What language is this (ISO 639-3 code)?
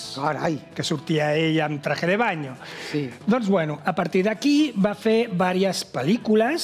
cat